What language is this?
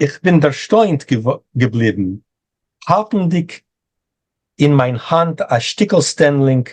Yiddish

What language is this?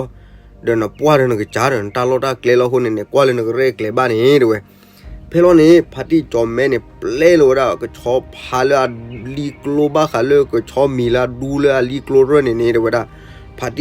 S'gaw Karen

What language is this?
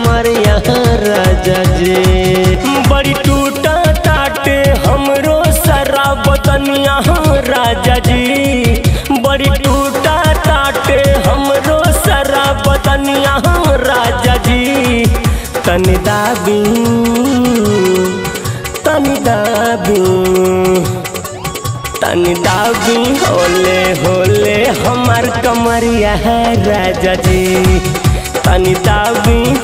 Bhojpuri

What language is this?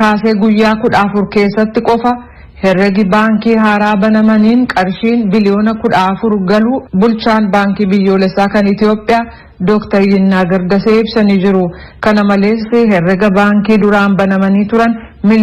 Oromo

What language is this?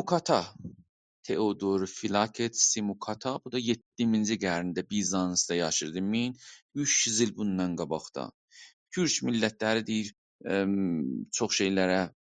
South Azerbaijani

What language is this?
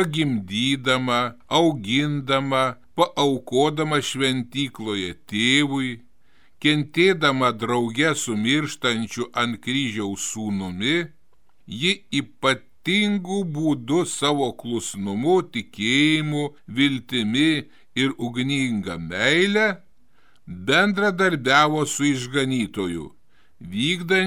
Lithuanian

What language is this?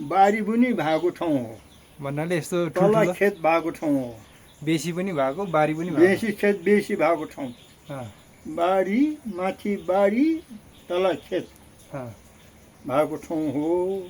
Nepali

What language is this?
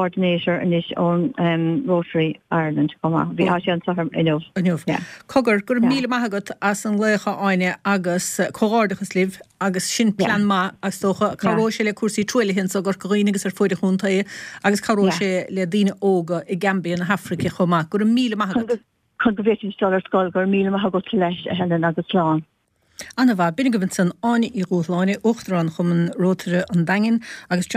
Irish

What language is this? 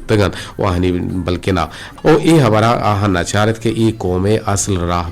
Eastern Balochi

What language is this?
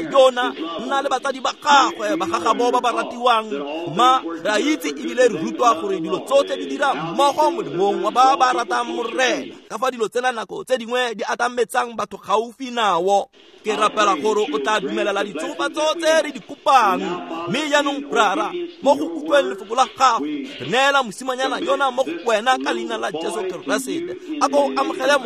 Tswana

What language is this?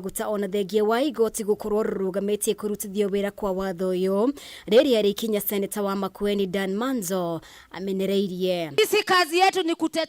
Kikuyu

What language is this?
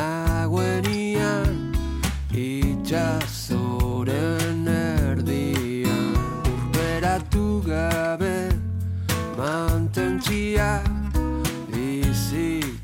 Basque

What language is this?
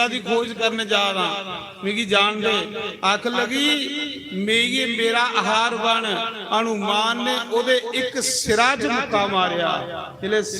Dogri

